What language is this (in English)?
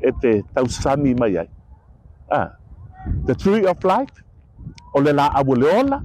Samoan